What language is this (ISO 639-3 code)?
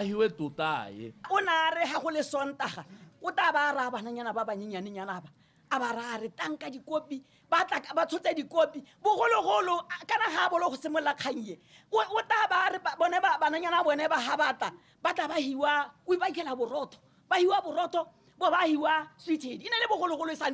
tsn